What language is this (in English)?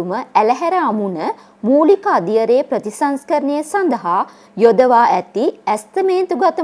Sinhala